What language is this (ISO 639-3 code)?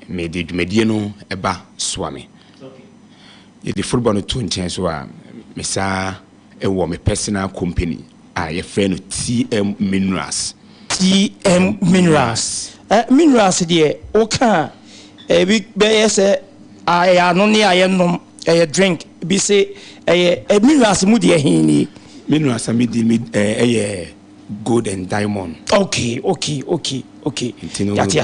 aka